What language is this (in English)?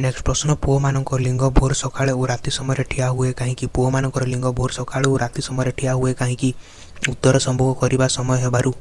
Odia